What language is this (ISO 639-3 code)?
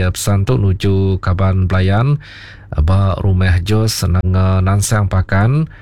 iba